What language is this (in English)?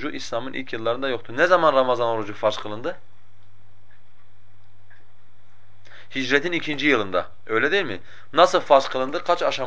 Turkish